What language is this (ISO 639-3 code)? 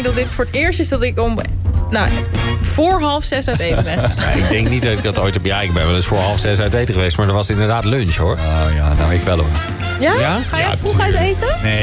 nld